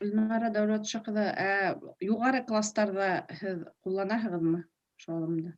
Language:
Bashkir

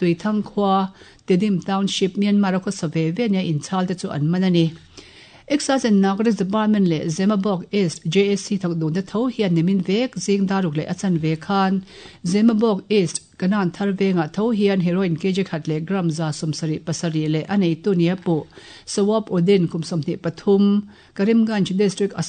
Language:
Mizo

